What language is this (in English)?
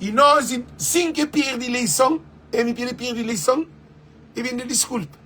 Kabuverdianu